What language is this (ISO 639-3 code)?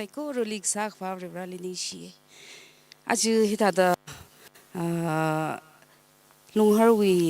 nmf